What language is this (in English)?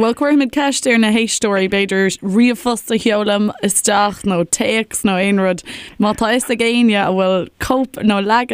Irish